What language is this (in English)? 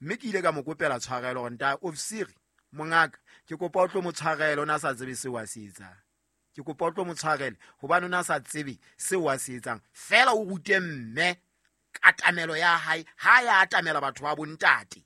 Southern Sotho